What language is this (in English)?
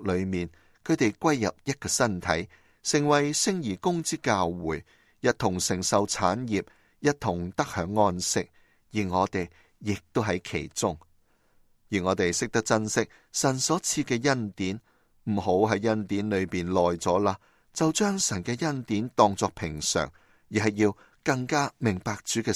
Cantonese